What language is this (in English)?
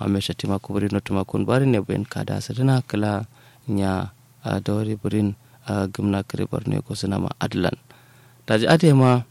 Kanuri